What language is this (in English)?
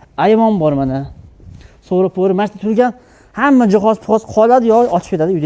Uzbek